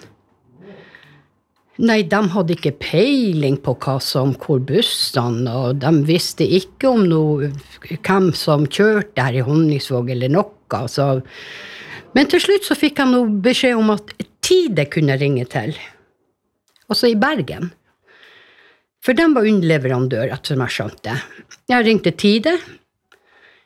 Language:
Norwegian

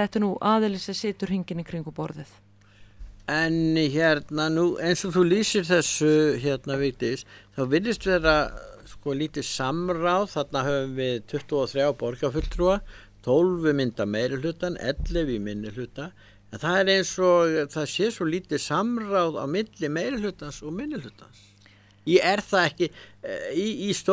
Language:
Icelandic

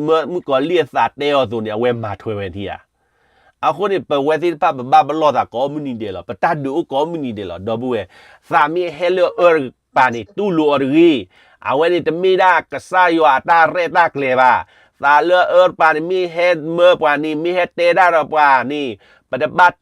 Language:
S'gaw Karen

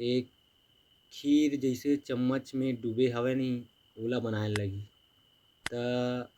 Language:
Chhattisgarhi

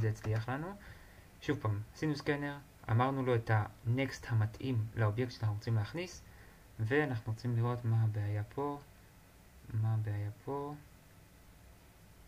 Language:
Hebrew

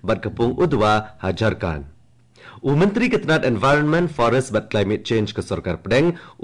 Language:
Khasi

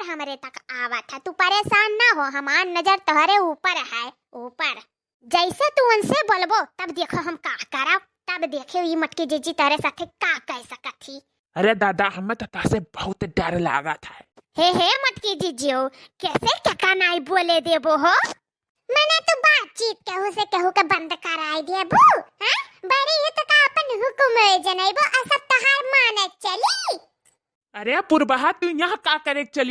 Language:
Awadhi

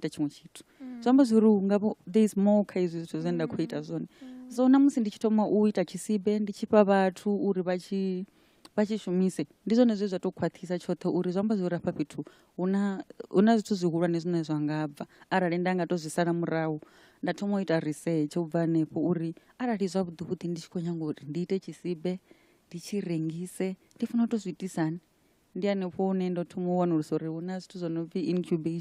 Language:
Venda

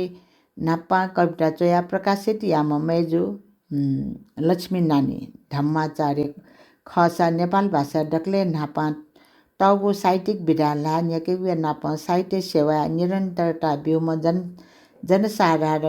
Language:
Newari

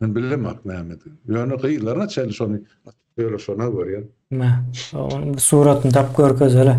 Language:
Turkmen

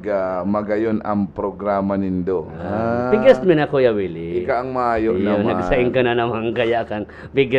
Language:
Bikol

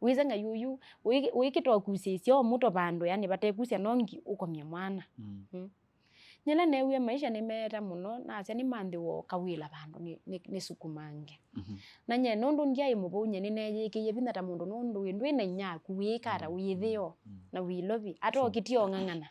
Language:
Kamba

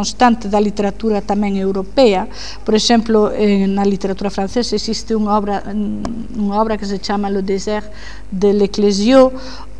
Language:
Galician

